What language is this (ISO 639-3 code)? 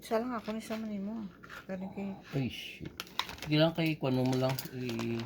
hil